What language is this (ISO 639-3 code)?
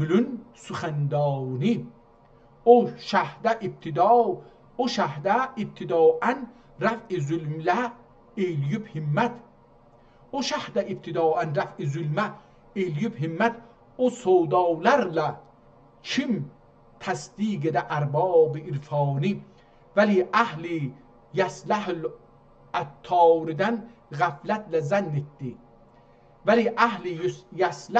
azb